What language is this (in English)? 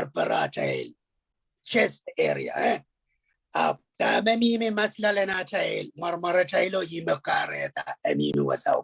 Pohnpeian